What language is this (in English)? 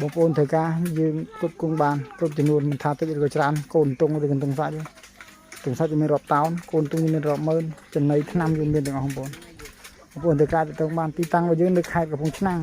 Khmer